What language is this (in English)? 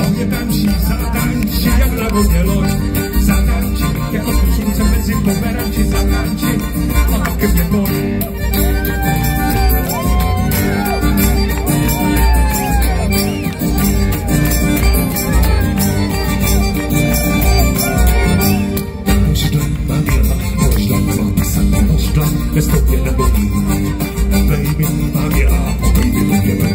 Czech